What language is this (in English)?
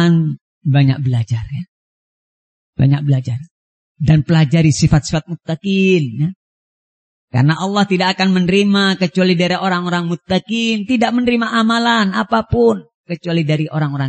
Indonesian